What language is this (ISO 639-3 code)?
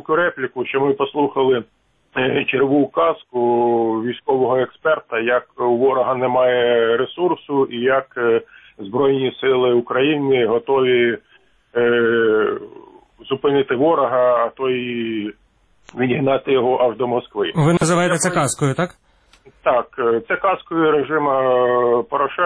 ukr